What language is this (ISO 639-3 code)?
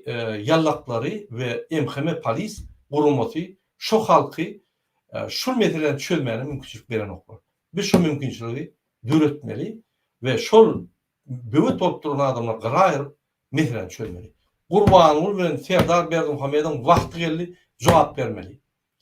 tuk